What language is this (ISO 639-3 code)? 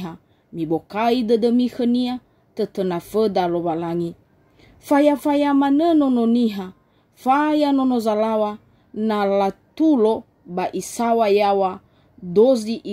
nia